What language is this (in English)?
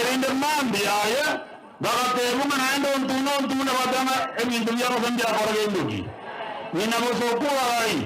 Gusii